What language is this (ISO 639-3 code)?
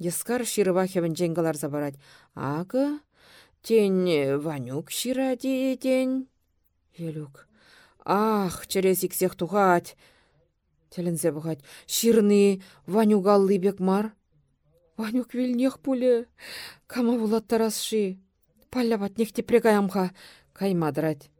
chv